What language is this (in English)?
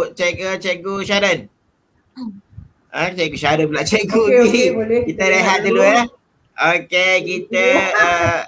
Malay